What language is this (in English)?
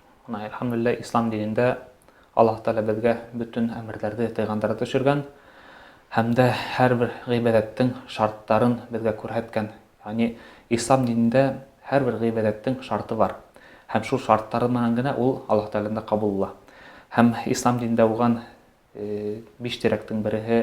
Bashkir